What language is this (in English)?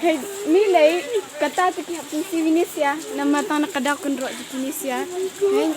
Khasi